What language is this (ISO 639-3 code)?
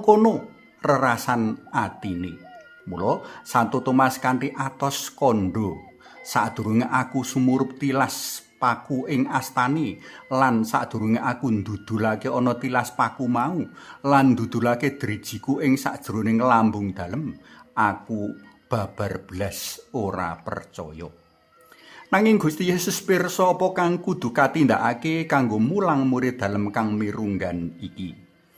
jav